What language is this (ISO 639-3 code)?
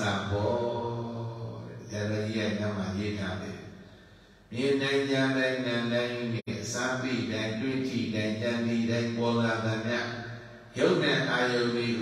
mya